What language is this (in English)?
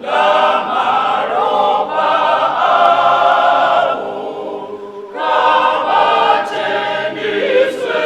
Venda